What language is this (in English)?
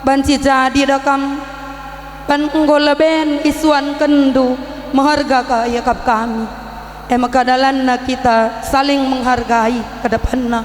Batak Karo